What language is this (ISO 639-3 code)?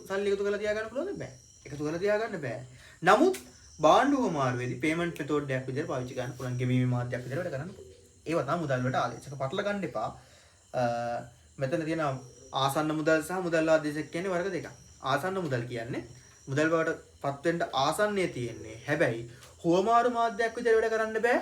sin